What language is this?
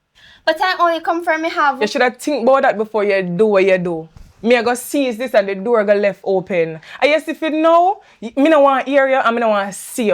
Jamaican Creole English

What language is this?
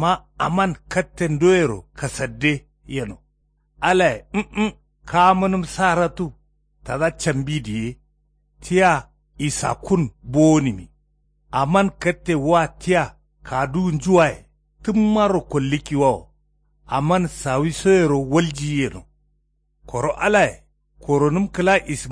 Kanuri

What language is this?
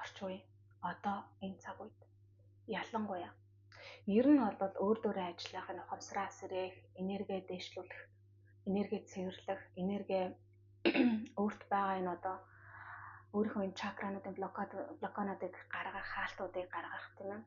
Mongolian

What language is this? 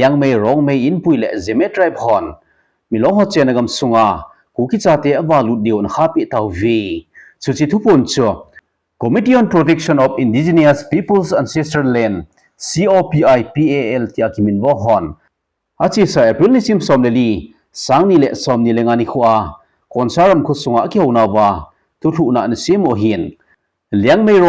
Thado Chin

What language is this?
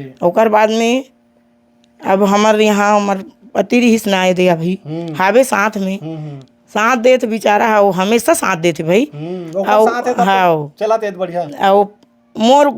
Chhattisgarhi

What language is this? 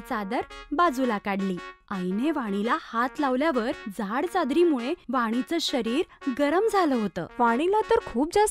Marathi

